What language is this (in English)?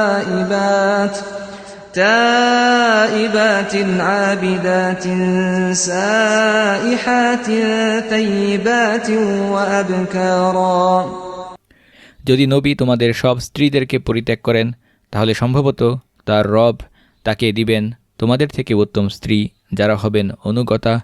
Bangla